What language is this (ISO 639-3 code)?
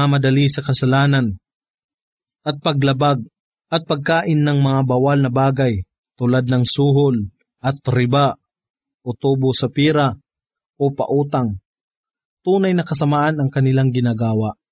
fil